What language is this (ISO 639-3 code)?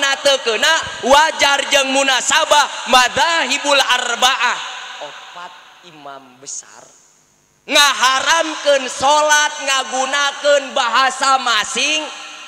sun